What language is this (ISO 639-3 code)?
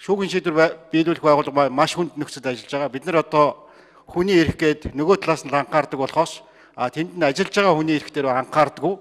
mon